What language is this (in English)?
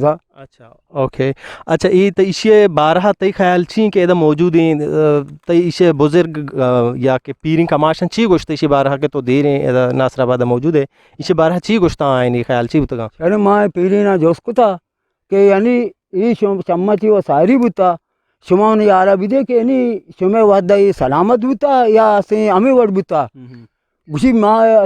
Eastern Balochi